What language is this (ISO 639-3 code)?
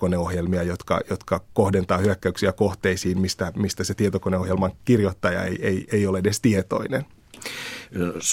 fin